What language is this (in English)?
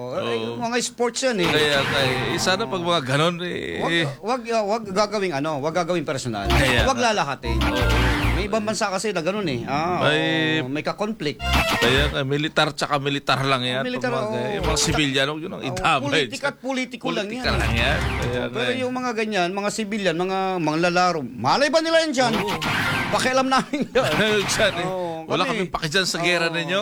Filipino